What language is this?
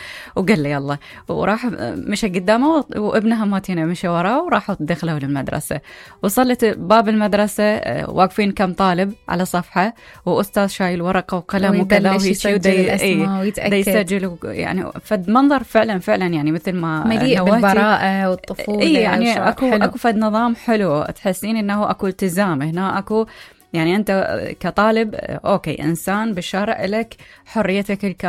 Mesopotamian Arabic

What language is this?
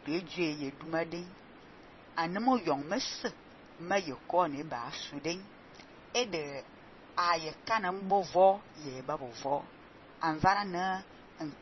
Fang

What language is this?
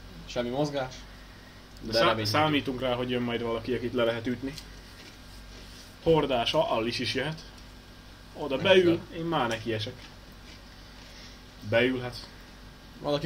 Hungarian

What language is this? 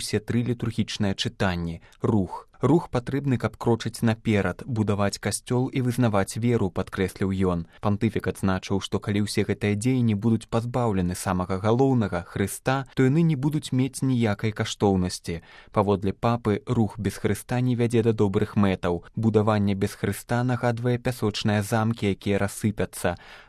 Belarusian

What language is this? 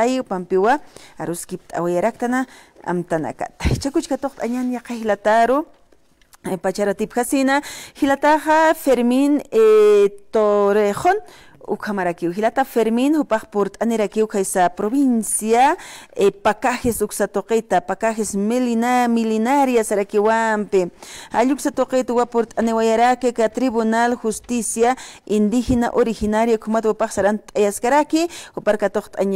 Aymara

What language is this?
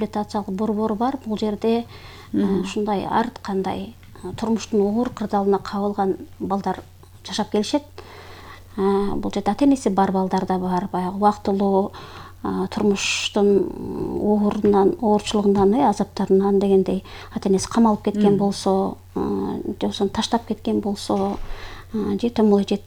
Kyrgyz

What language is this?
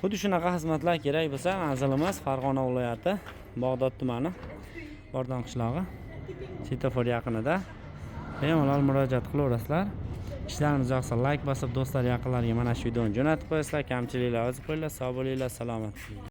Uzbek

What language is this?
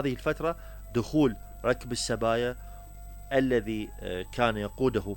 Mesopotamian Arabic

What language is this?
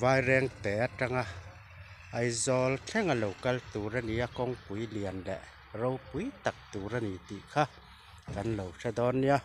Mizo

